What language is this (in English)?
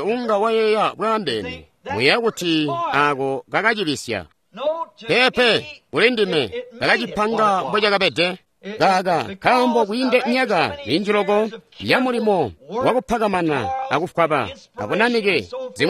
Tonga (Zambia)